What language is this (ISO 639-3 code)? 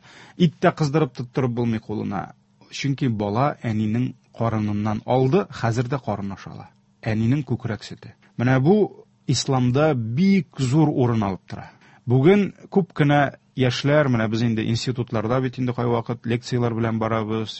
tat